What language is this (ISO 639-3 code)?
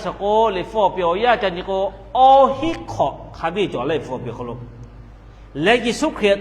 lhu